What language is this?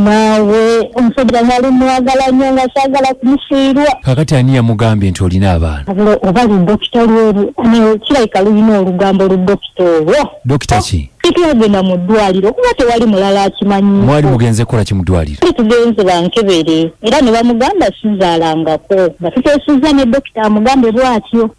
Ganda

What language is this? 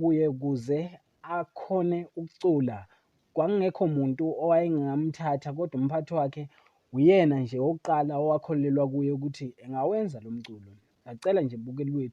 Zulu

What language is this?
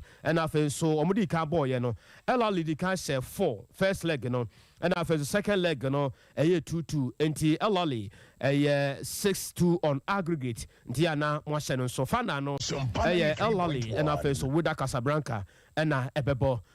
Akan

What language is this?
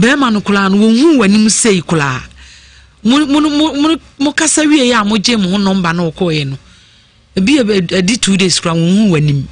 Akan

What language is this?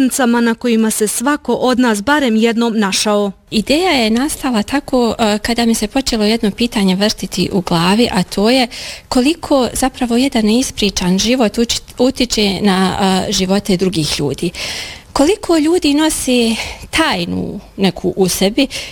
Bosnian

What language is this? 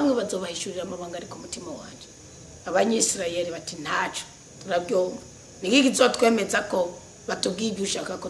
Rundi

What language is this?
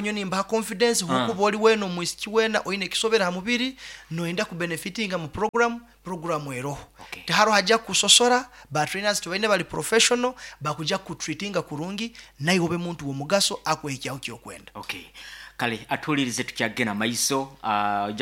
Nyankole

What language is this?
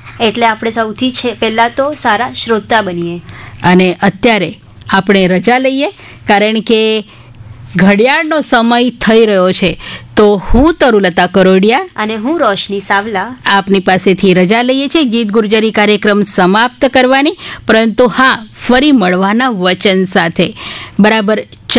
Gujarati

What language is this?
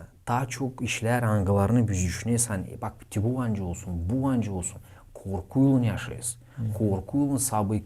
Gagauz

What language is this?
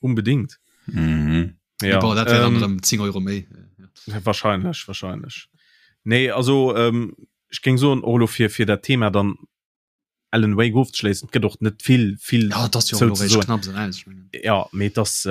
Luxembourgish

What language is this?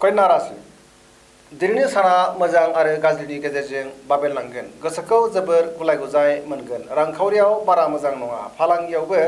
Bodo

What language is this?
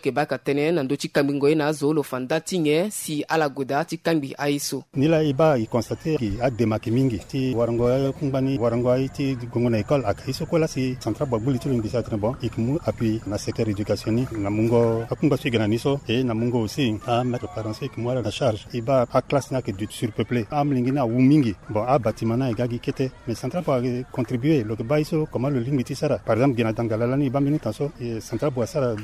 Sango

